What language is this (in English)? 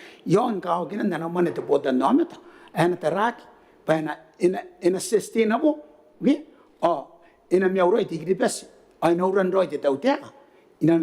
Gilbertese